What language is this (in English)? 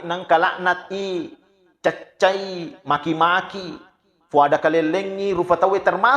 Buginese